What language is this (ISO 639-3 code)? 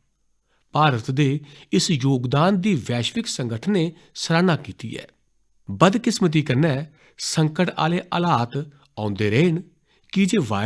doi